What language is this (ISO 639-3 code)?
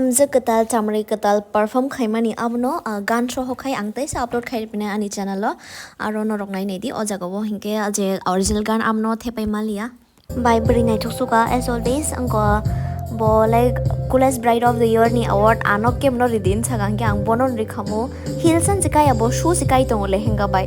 trp